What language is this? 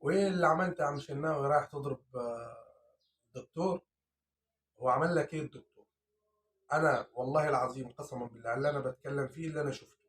Egyptian Arabic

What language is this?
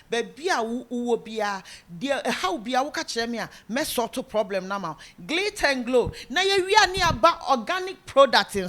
Akan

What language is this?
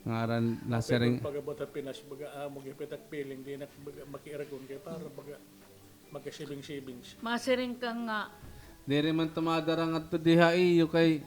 Waray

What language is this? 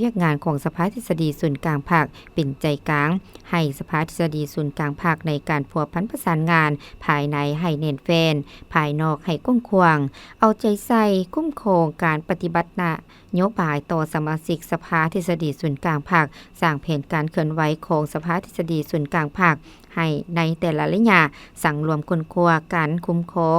Lao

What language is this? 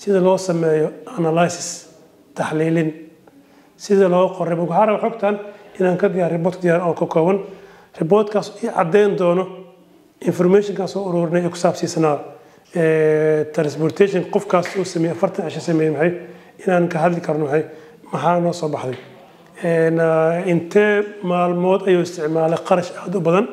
Somali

